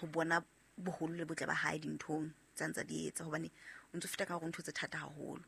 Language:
Southern Sotho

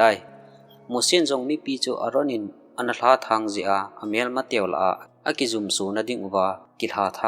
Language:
Thado Chin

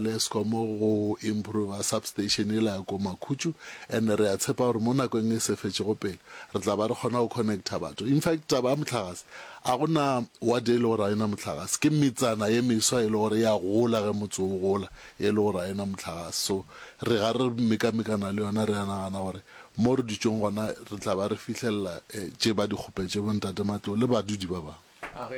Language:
Northern Sotho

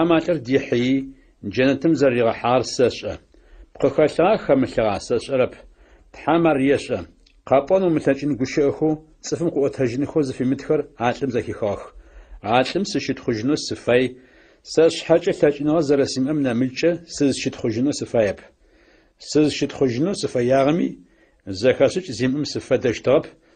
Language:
Adyghe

